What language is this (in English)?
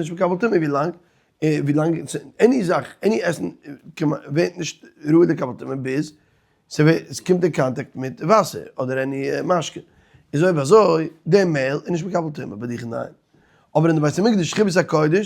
Yiddish